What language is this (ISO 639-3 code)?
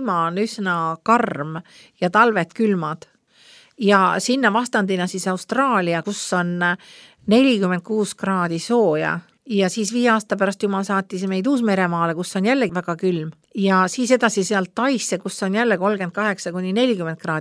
est